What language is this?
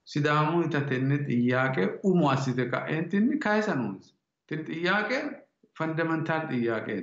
Sidamo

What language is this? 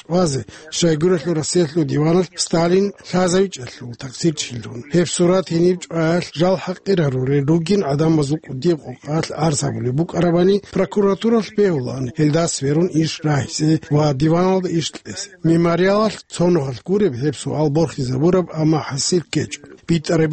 Avaric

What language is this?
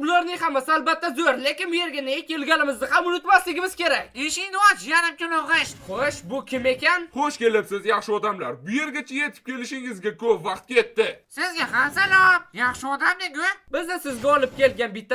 Uzbek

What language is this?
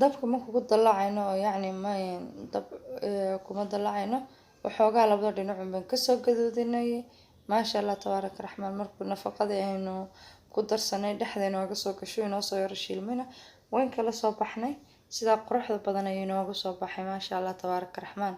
Somali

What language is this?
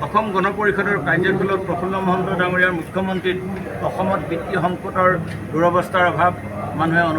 Assamese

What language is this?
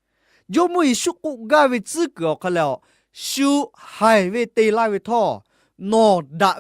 Lahu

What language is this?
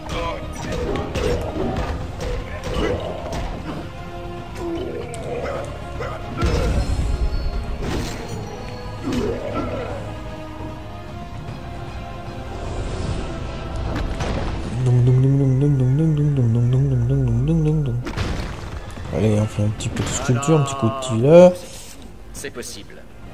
French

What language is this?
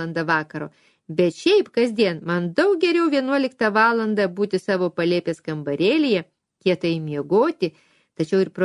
Lithuanian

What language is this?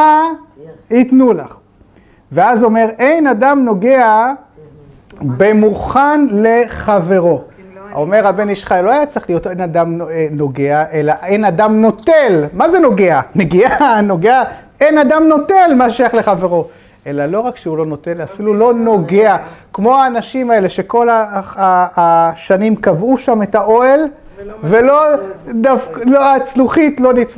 Hebrew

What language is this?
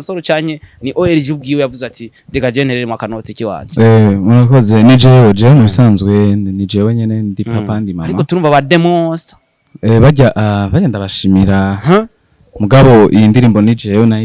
Rundi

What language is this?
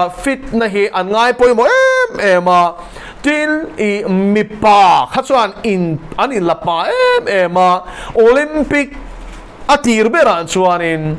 Mizo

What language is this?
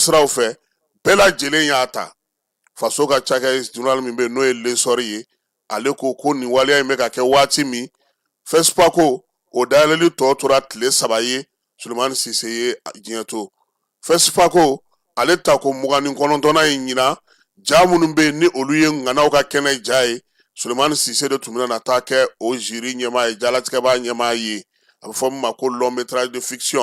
Bambara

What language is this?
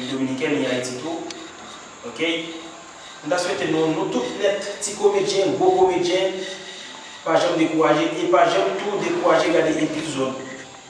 Haitian Creole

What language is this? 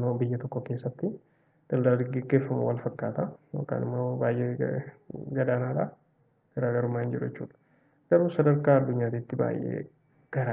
Oromo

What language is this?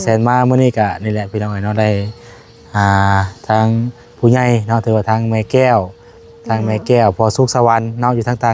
Lao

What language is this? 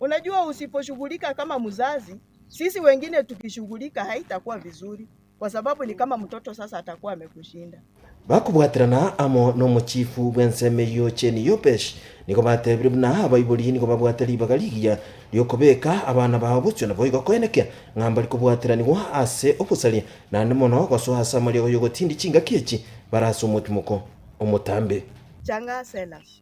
Gusii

